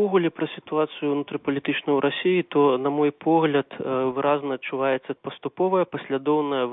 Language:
Belarusian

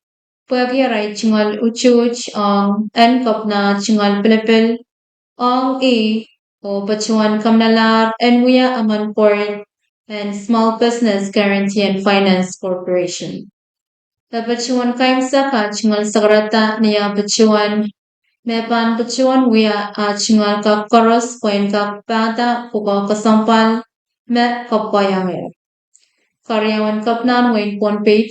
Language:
Pohnpeian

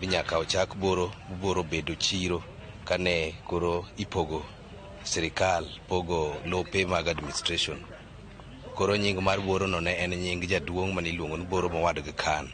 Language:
Luo (Kenya and Tanzania)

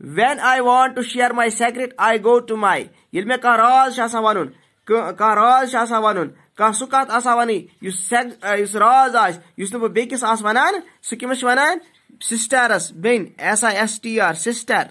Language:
Kashmiri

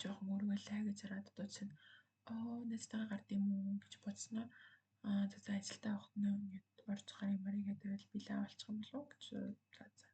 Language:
Mongolian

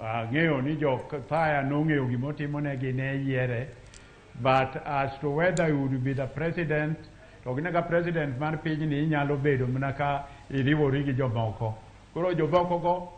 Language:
Luo (Kenya and Tanzania)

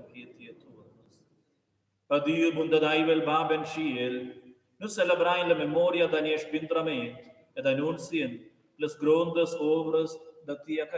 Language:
Romansh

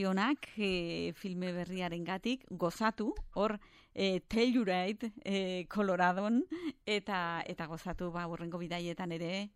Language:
Basque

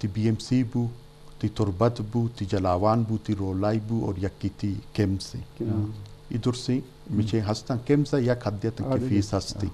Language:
Eastern Balochi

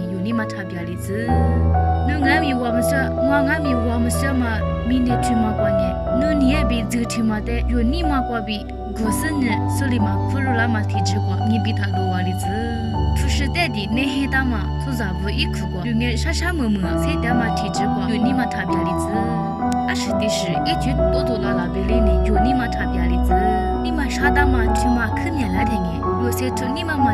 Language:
Lisu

